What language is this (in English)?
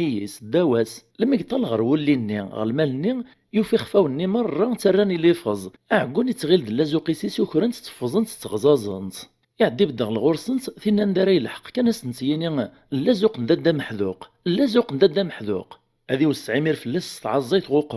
Kabyle